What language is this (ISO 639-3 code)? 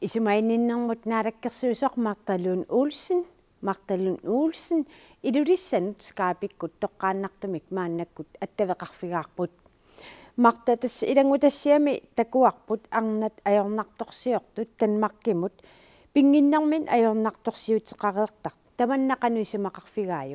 kal